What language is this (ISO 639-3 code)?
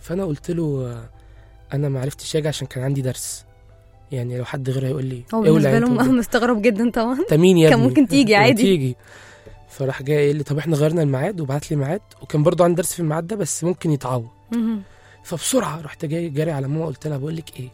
arz